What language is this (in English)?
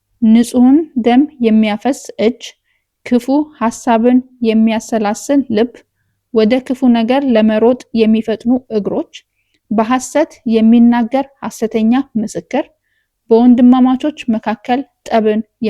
Amharic